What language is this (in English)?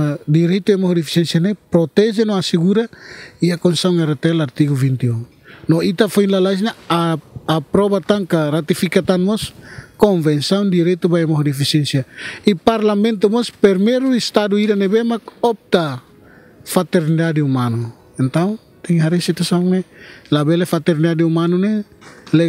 Tetum